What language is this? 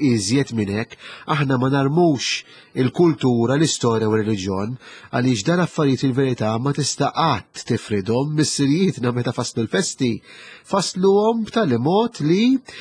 Maltese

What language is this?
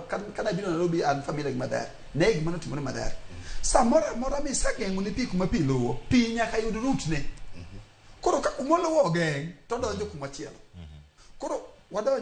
Luo (Kenya and Tanzania)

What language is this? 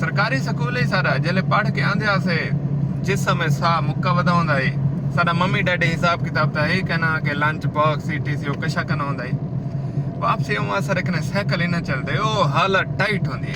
Saraiki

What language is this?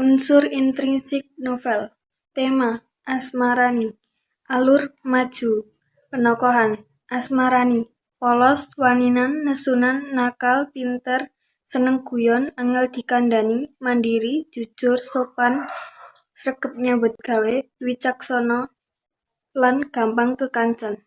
Javanese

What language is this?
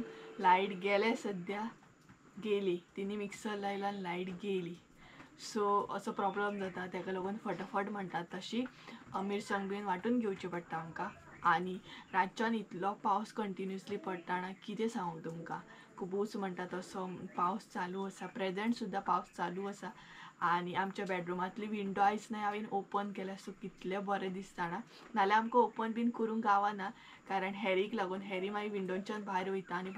Konkani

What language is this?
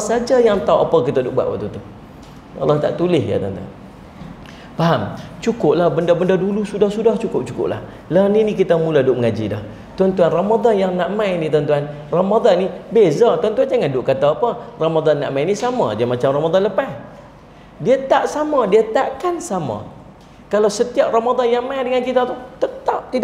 Malay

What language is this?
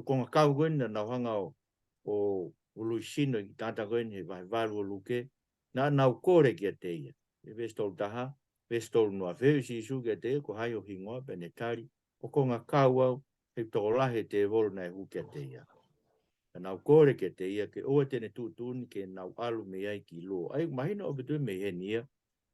Tongan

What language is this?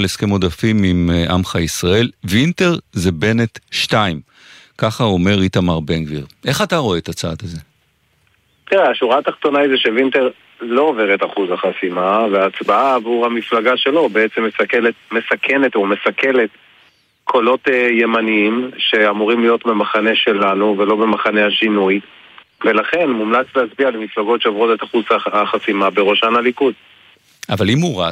Hebrew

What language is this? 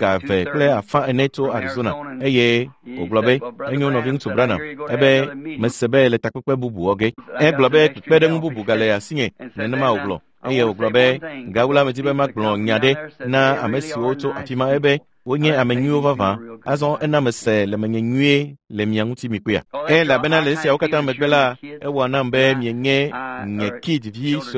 Ewe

